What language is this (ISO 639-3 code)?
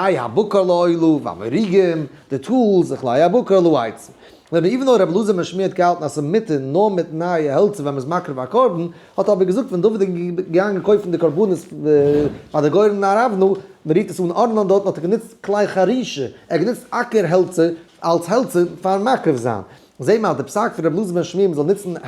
yid